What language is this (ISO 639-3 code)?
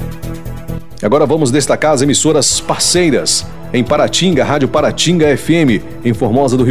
por